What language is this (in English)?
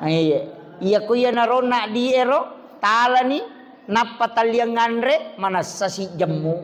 Buginese